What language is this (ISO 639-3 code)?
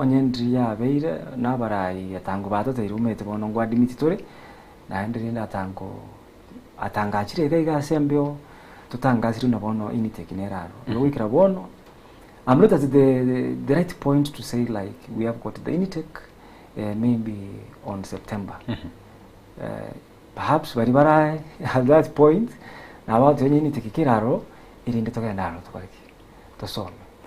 guz